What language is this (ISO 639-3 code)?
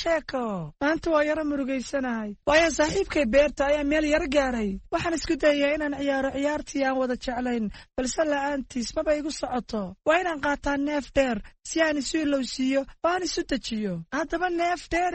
som